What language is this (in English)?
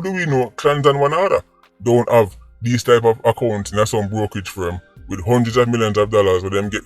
Jamaican Creole English